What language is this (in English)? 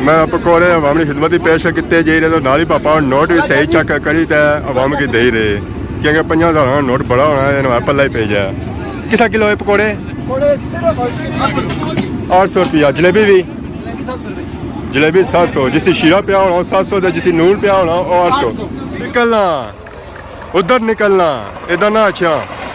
Pahari-Potwari